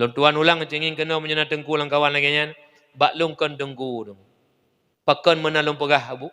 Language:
Achinese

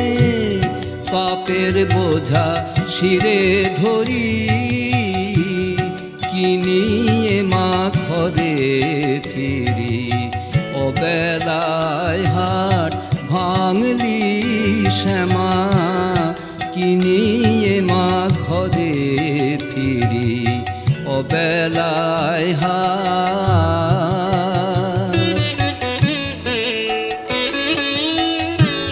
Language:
Bangla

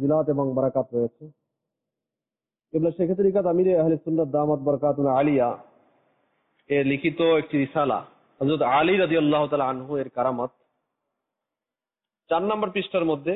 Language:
Bangla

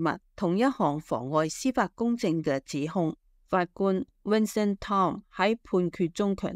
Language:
Cantonese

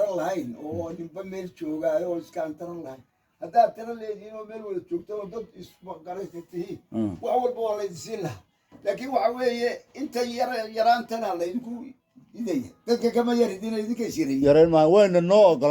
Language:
Somali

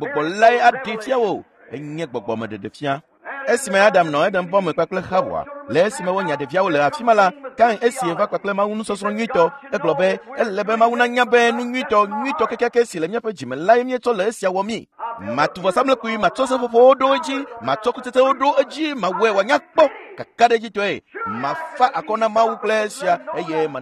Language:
Ewe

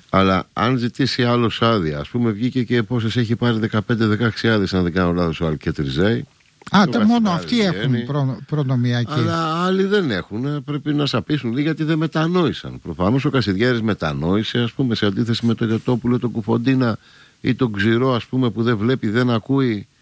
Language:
Greek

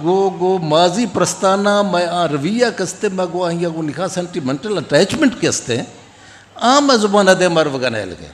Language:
Eastern Balochi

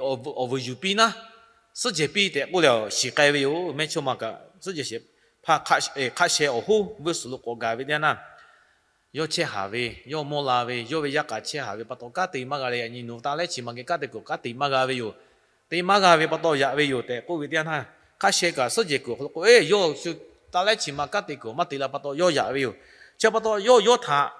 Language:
Lahu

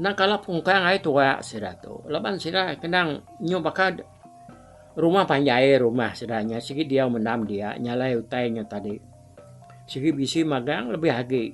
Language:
Iban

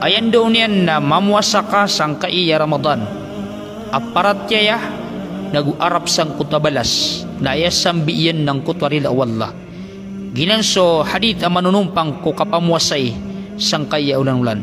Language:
Maranao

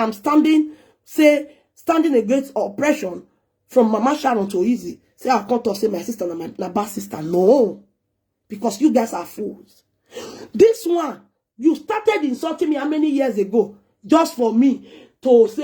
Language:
Nigerian Pidgin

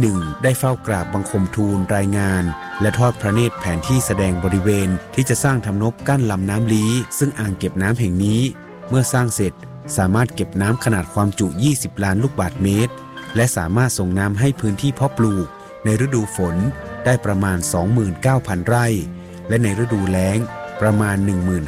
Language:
Thai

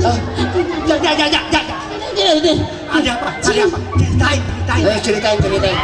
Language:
Betawi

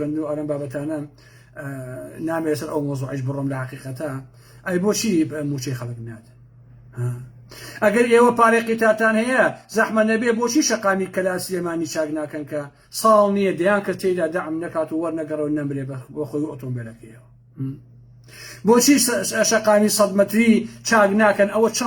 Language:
Central Kurdish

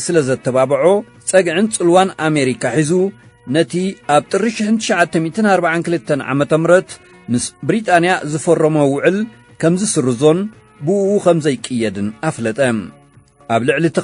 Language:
Tigrinya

